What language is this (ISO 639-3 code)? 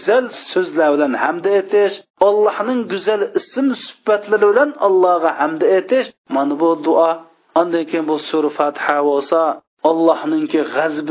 uig